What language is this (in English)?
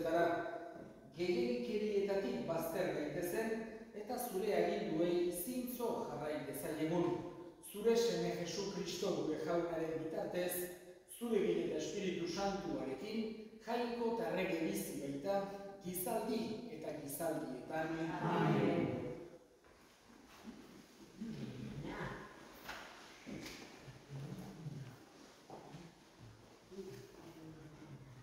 Basque